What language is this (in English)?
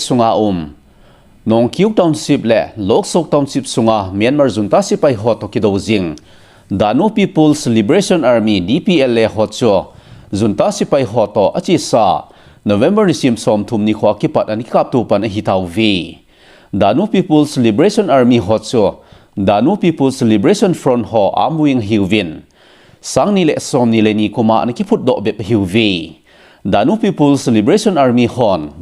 Thado Chin